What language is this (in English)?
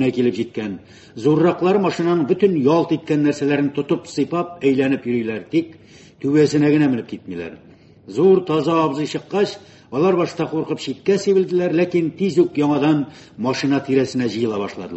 Tatar